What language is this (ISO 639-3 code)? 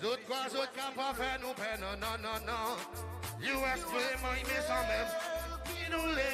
crs